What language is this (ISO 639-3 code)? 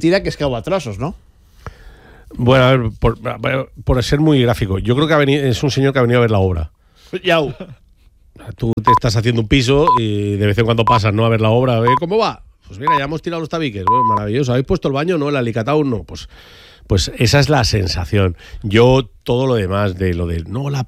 spa